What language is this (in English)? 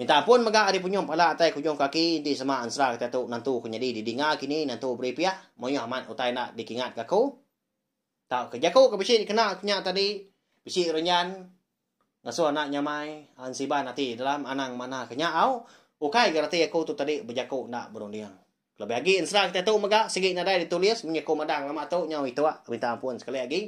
Iban